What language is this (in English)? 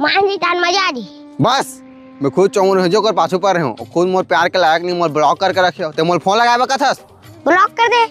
Chhattisgarhi